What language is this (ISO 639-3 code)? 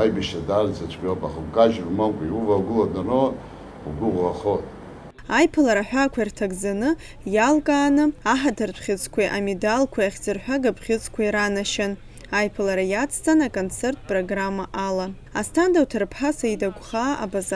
abk